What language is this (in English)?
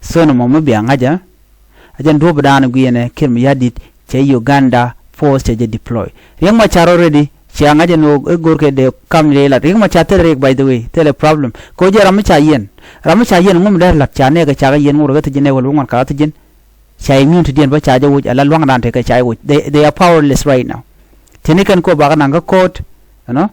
Nuer